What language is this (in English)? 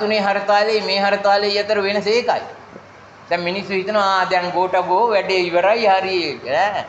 Sinhala